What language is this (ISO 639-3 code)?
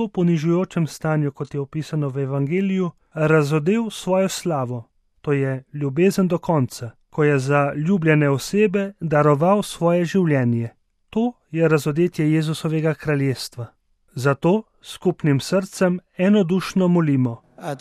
slv